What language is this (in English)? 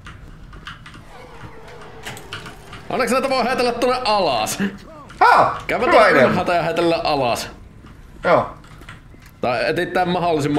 Finnish